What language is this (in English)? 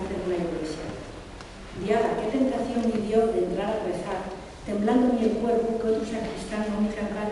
Asturian